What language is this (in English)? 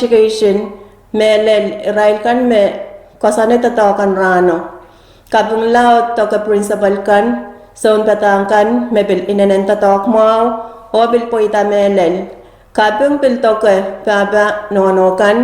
Pohnpeian